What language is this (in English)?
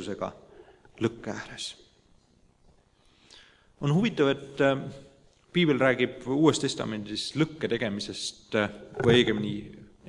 Estonian